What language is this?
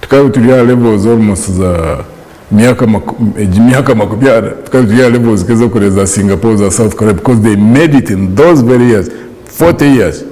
Nyankole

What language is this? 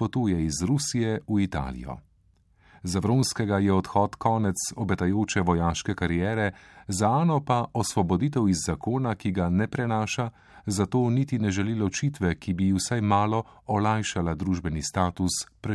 Slovenian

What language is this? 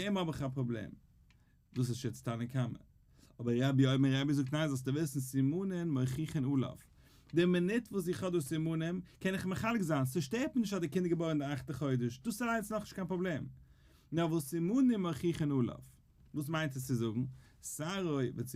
Yiddish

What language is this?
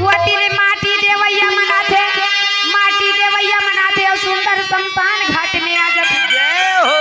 Chhattisgarhi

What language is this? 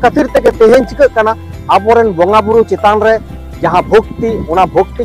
Santali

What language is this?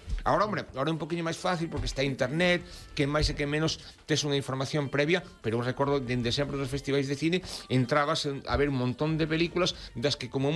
Galician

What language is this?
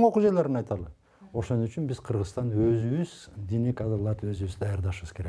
Kyrgyz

